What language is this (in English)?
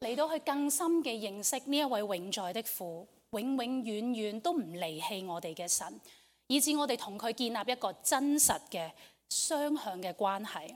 Cantonese